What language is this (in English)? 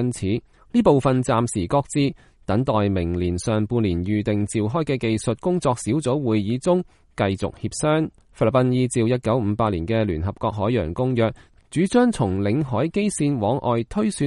Cantonese